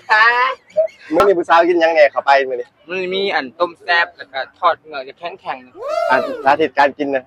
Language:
Lao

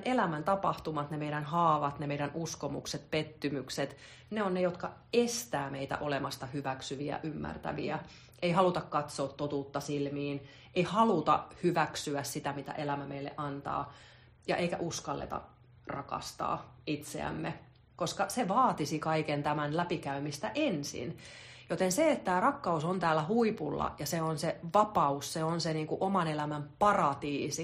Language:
Finnish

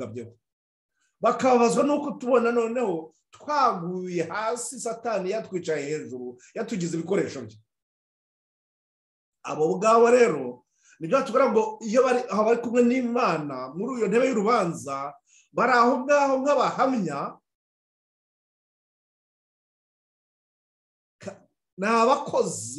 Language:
Kinyarwanda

